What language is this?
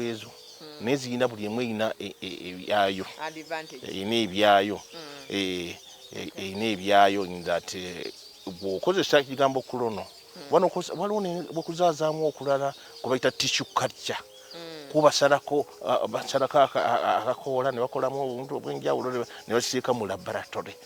Ganda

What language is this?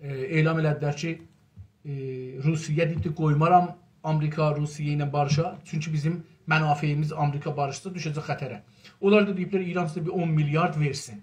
South Azerbaijani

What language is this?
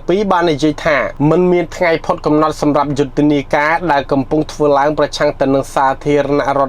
Khmer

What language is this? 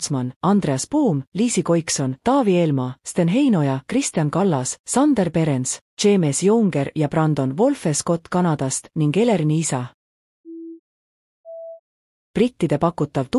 Estonian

